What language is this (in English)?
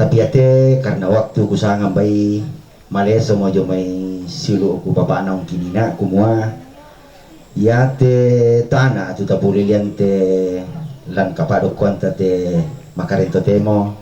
Toraja-Sa'dan